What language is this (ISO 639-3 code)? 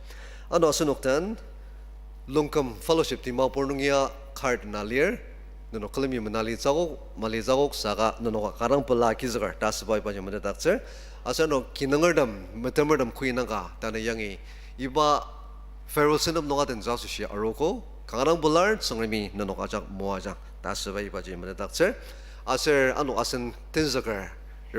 njo